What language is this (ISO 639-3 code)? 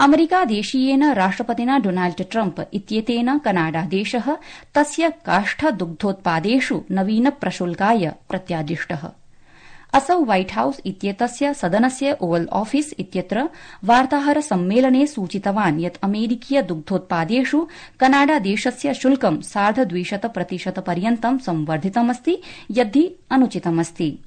san